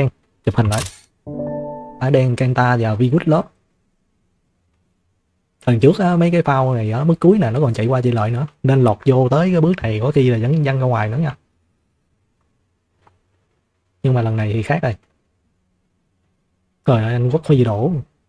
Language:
Vietnamese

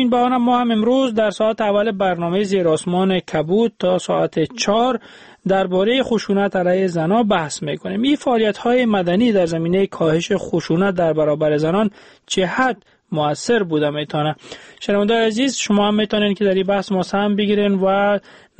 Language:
Persian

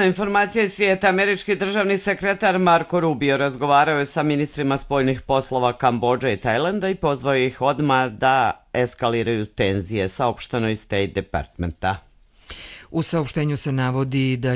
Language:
Croatian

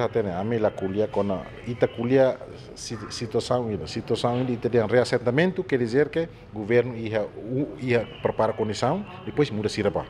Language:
Tetum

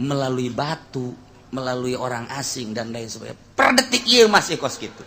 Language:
Sundanese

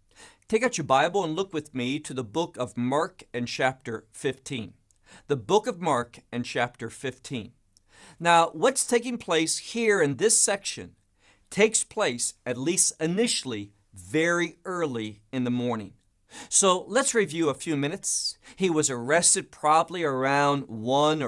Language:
English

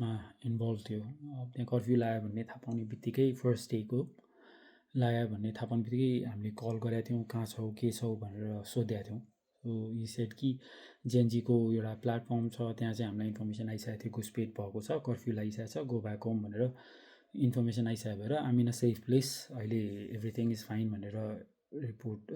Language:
Nepali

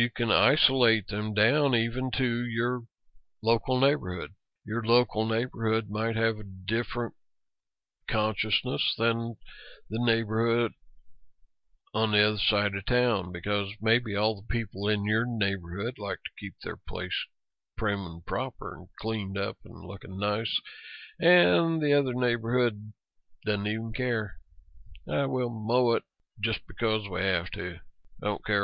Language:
English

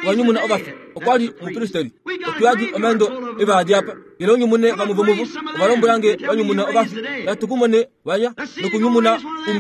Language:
Kuanyama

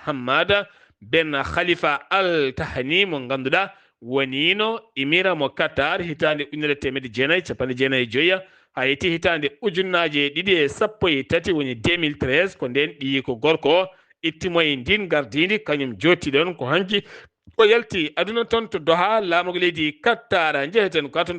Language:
Fula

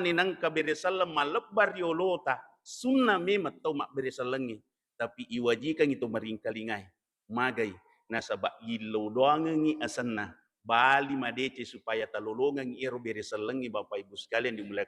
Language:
Buginese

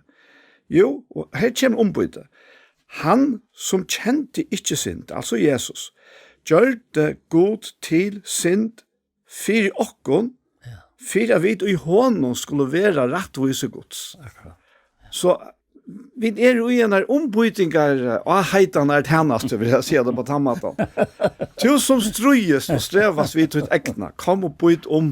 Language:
Faroese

